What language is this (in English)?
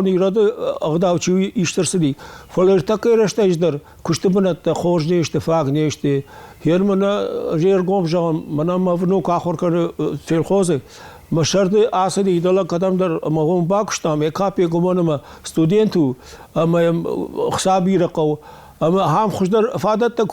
Ossetic